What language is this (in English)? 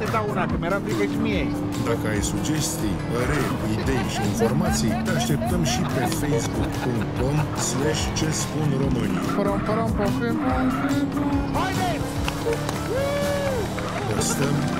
Romanian